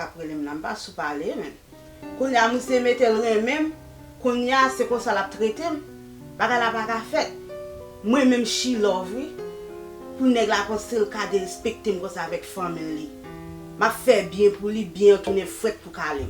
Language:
Haitian Creole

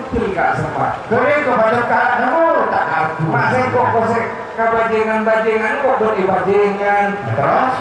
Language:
Madurese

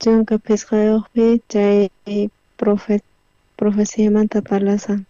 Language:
South Bolivian Quechua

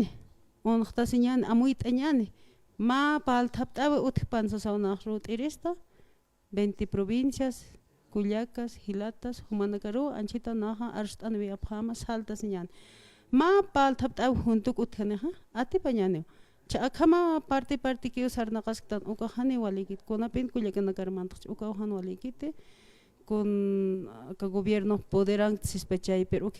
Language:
Aymara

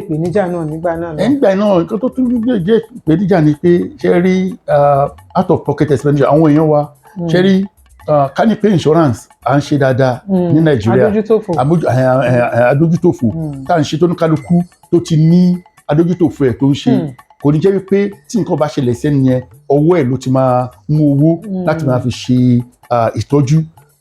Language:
Yoruba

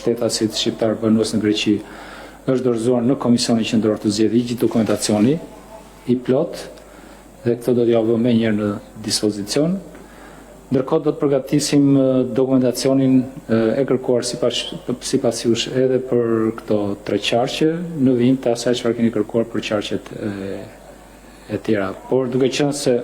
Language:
Albanian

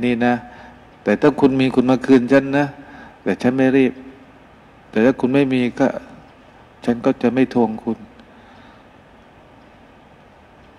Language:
Thai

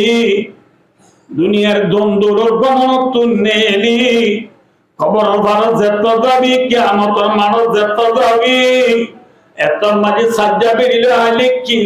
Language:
Rohingya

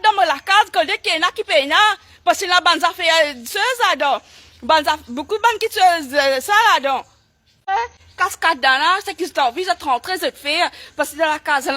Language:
Morisyen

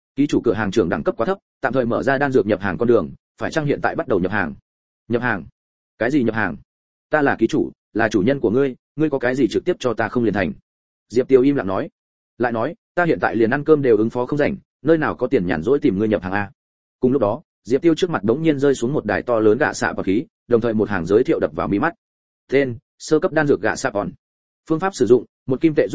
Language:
Vietnamese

